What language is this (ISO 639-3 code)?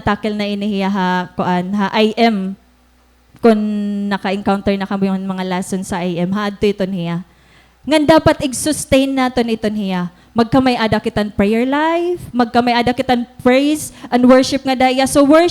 war